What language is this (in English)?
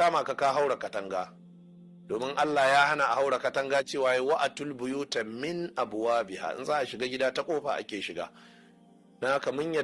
Hausa